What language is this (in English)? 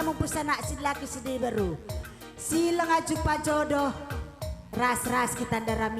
Batak Karo